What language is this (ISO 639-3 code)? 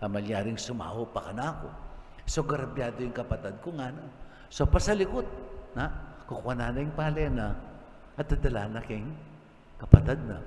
pam